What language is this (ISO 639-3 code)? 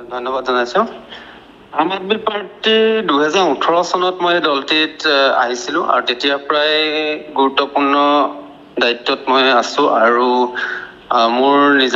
asm